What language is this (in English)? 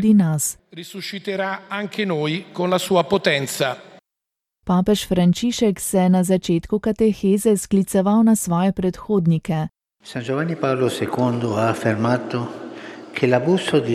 Slovenian